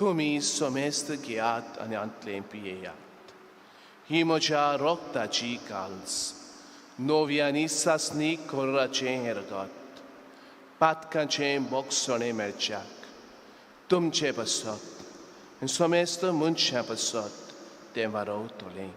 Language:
Konkani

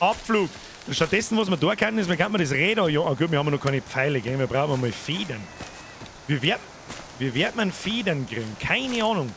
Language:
Bavarian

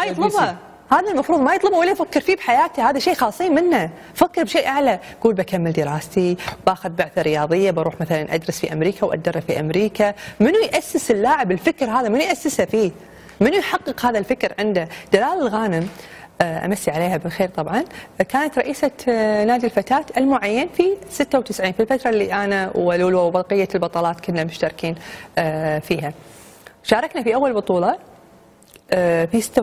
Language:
Gulf Arabic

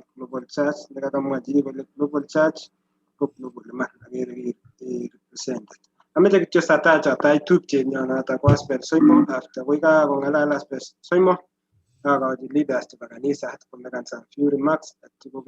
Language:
Kalenjin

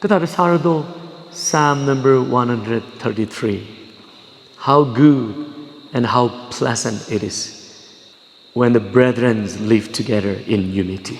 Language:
Tangkhul Naga (India)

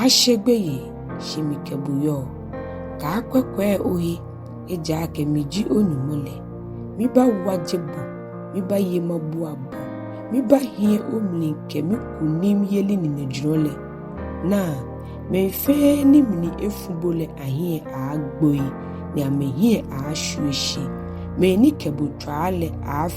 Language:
Ga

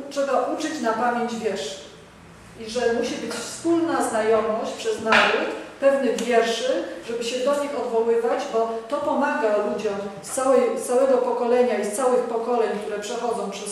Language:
Polish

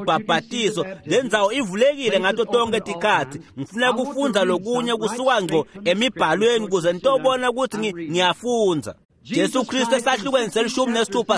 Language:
Swati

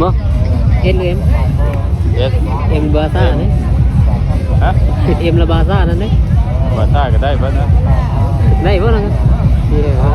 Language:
Lao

